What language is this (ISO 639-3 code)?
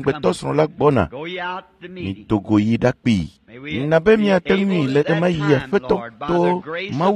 ewe